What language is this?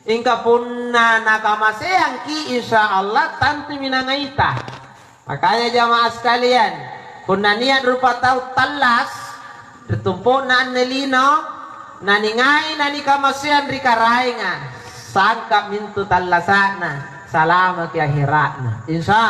Makasar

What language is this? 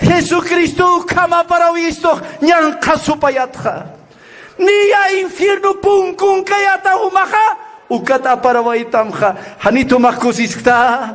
Aymara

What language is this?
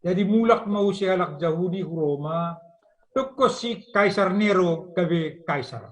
Batak Simalungun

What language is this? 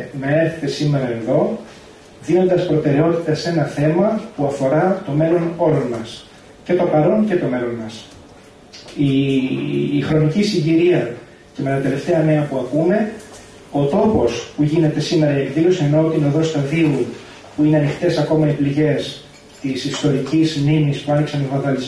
Greek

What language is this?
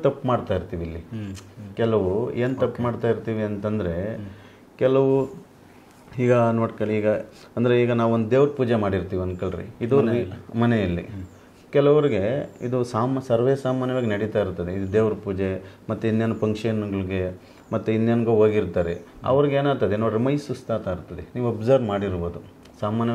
Kannada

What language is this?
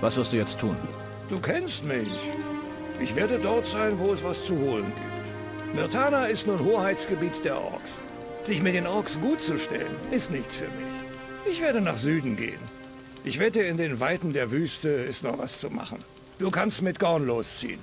Bavarian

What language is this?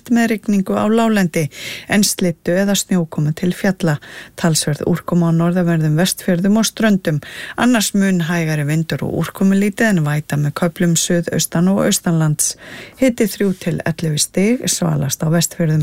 Icelandic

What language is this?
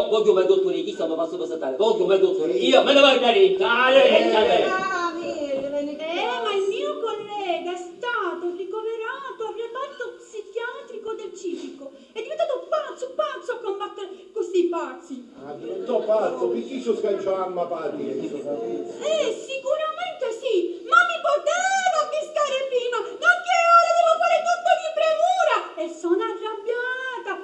Sicilian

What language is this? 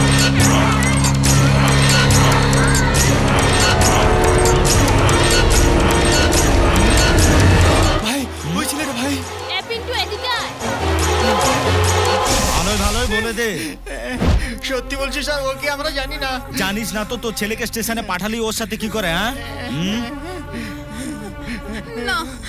Bangla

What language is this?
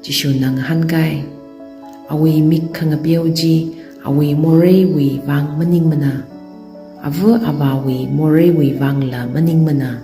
Tangkhul Naga (India)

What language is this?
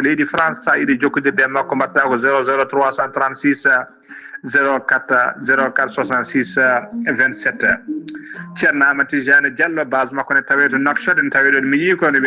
Fula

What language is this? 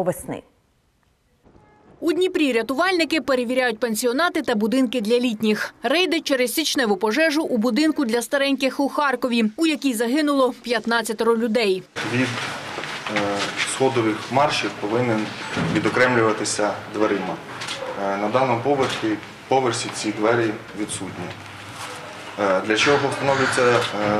Ukrainian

